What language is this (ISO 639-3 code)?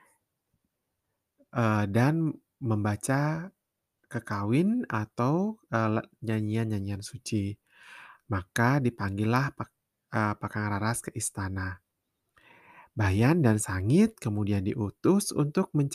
ind